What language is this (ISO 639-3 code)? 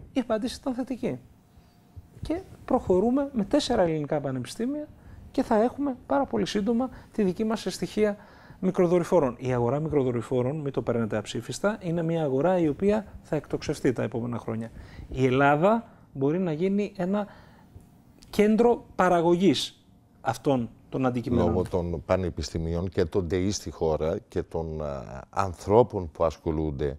ell